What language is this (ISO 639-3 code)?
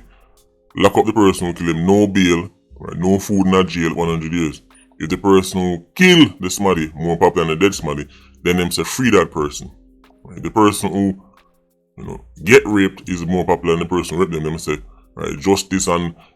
jam